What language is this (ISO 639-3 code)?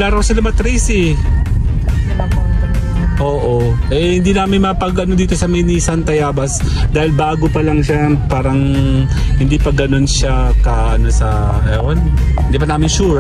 fil